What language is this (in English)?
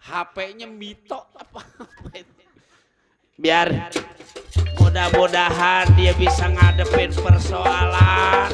Betawi